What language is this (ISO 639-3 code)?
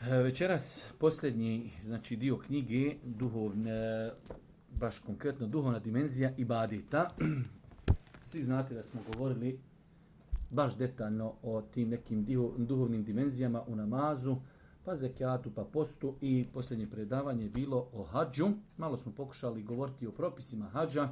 bos